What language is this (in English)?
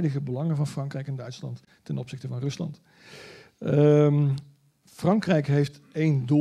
Dutch